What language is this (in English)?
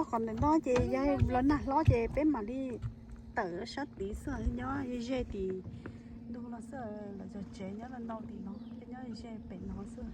Hmong